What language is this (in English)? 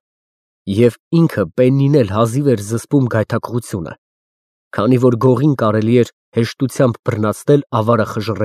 Armenian